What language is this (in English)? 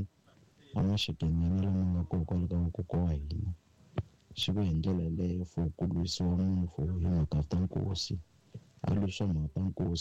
Tsonga